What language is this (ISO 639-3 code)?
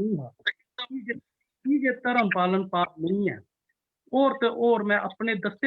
doi